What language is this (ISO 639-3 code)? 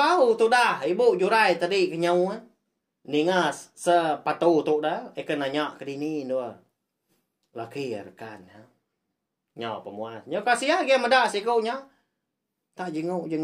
iba